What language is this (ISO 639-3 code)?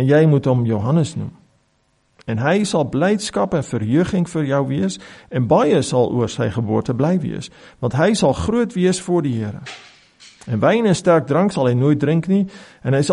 afr